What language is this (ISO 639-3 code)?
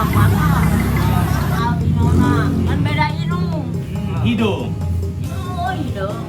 sun